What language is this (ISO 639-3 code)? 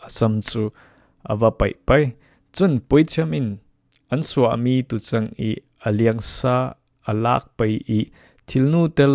cfm